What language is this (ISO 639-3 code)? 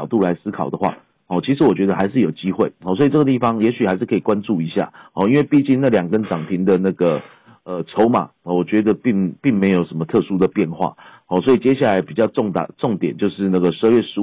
zho